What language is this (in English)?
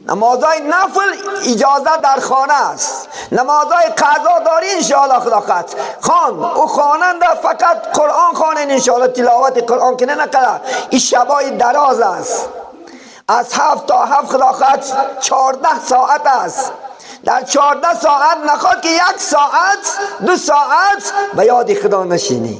Tajik